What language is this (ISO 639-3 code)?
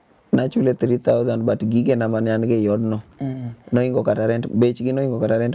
luo